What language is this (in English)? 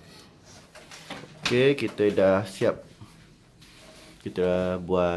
Malay